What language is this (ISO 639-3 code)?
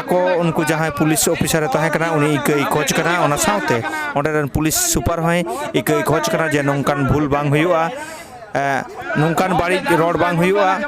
sat